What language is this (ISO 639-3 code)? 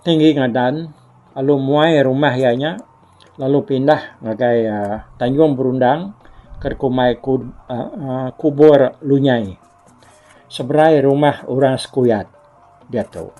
iba